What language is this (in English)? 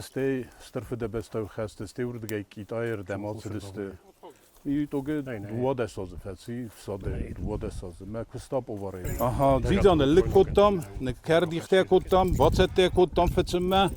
Ossetic